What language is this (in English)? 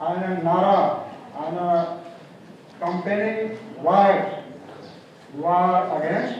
Naga Pidgin